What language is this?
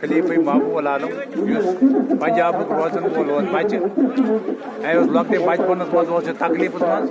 Kashmiri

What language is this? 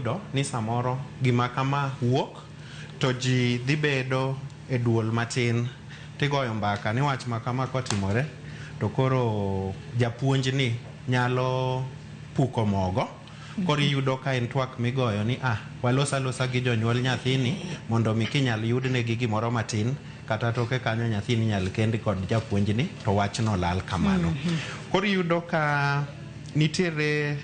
Luo (Kenya and Tanzania)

